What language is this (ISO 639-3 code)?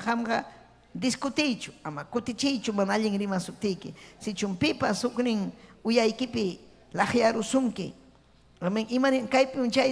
quy